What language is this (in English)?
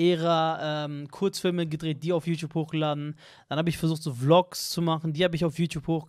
German